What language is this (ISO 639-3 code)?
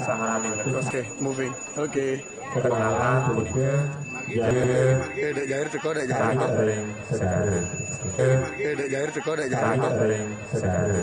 ban